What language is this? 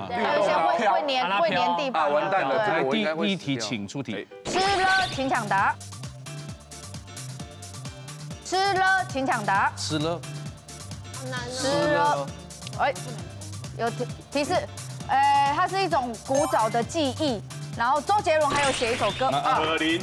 Chinese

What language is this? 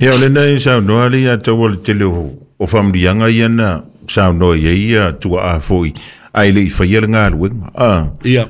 Samoan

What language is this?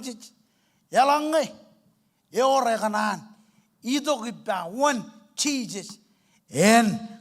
Marshallese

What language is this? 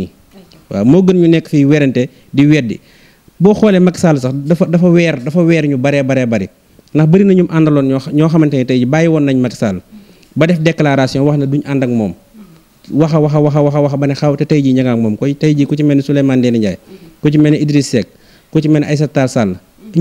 Wolof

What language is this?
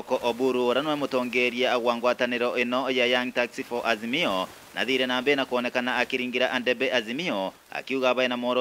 Meru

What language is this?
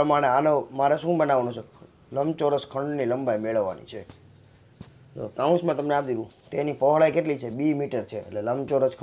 Gujarati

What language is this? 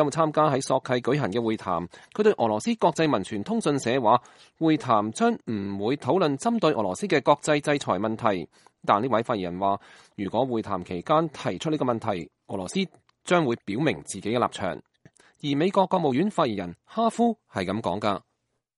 Cantonese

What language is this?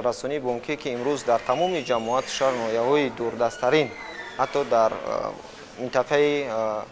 Tajik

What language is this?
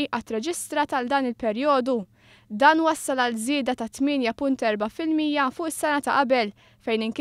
Maltese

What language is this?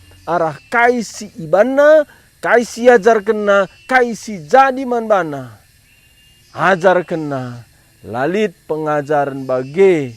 Batak Karo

